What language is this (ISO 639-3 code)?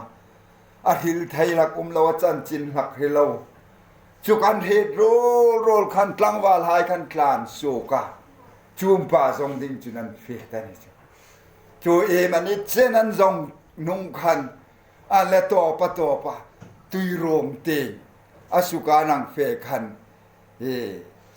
hmr